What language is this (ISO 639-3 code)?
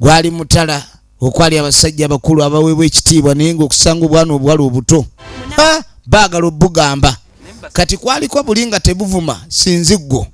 lug